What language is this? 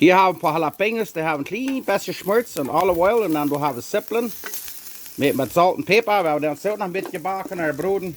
Plautdietsch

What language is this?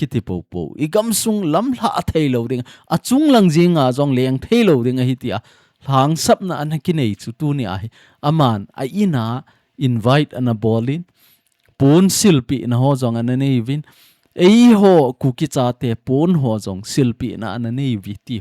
Thado Chin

